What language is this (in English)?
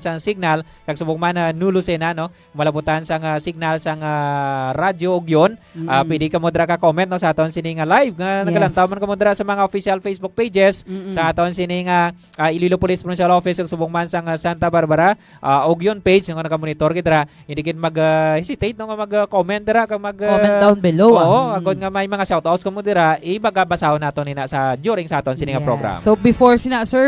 Hiligaynon